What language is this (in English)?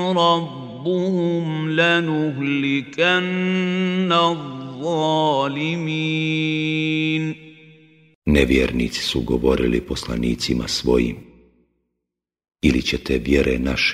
Bosnian